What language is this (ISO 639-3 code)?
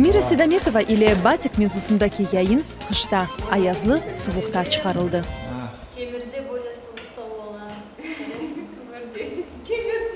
crh